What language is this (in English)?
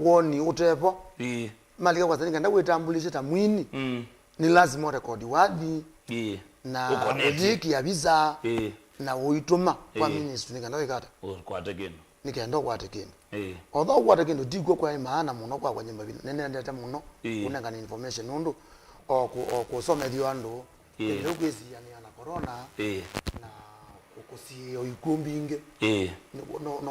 Kamba